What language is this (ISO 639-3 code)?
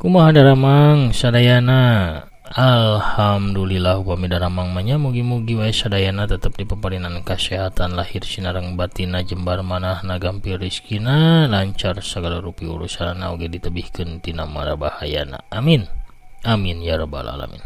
sun